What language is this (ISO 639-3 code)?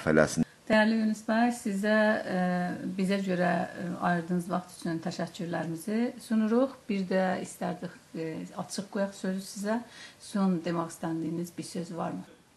azb